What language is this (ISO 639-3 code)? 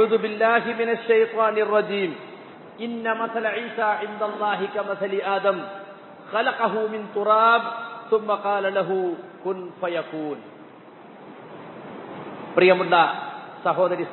mal